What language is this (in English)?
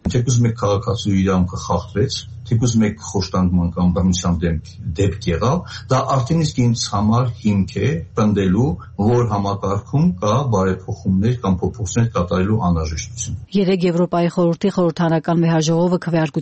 Armenian